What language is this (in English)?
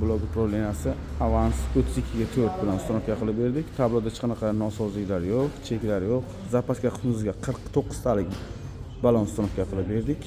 Uzbek